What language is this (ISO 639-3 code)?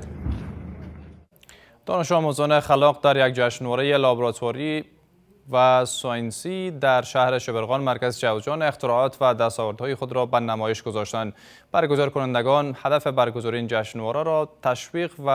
fas